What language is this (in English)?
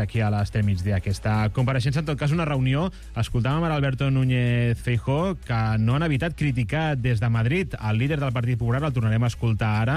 Catalan